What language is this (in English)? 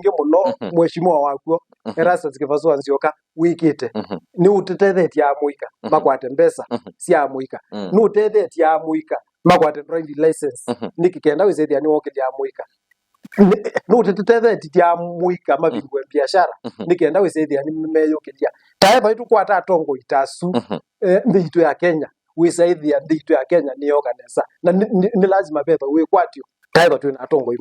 Kamba